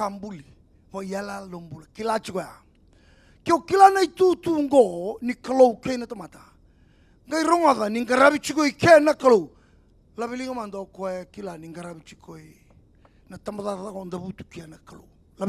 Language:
Fijian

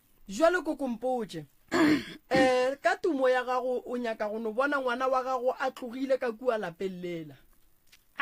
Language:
Northern Sotho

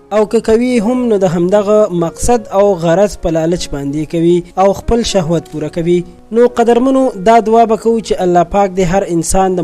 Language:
Pashto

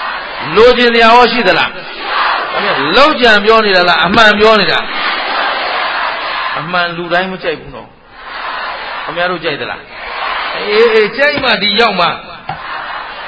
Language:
Burmese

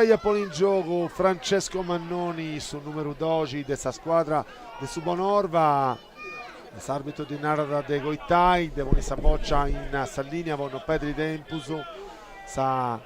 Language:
Sardinian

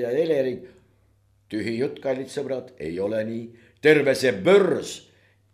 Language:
Estonian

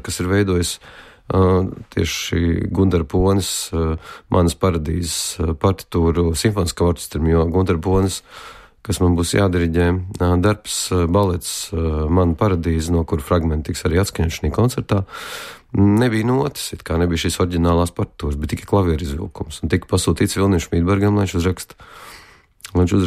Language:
Latvian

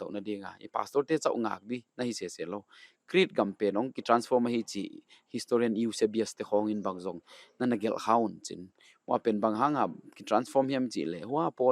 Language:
Paite Chin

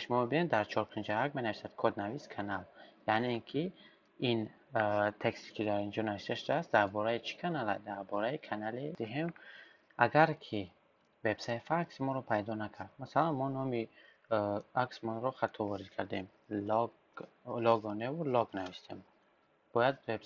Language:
Tajik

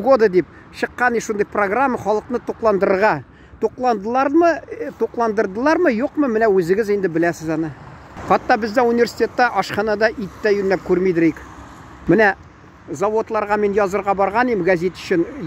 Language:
Tatar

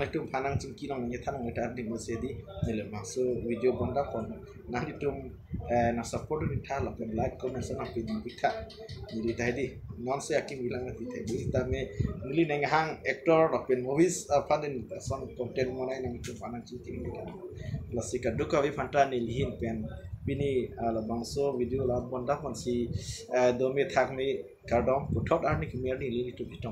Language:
Karbi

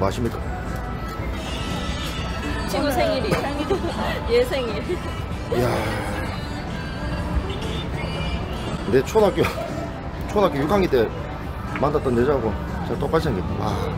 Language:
Korean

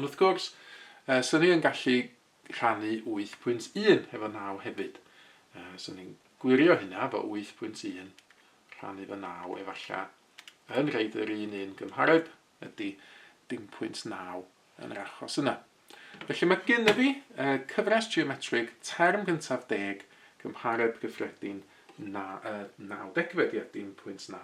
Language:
Welsh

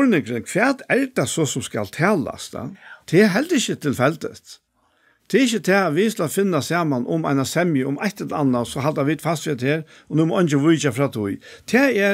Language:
Faroese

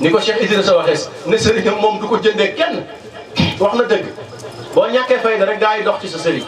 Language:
Wolof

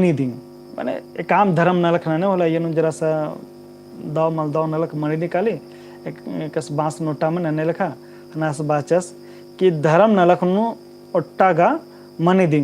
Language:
Kurukh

